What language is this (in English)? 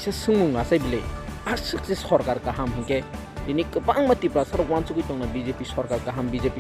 Kok Borok